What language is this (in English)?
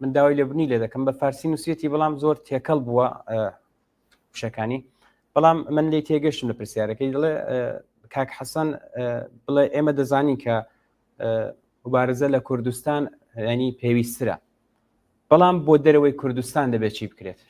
Central Kurdish